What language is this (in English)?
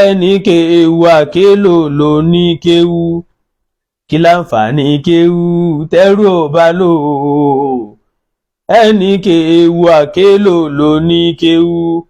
Yoruba